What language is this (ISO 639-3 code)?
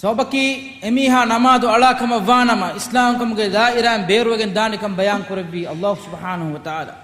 div